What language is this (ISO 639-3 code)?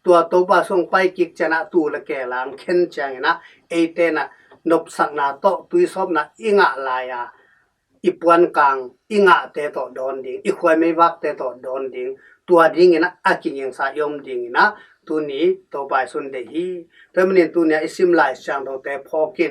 ctd